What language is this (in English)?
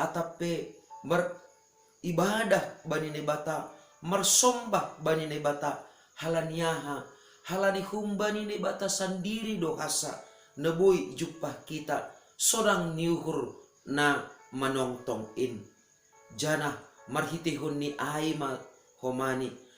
Batak Simalungun